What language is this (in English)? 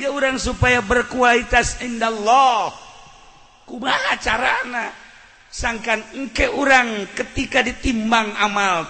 Sundanese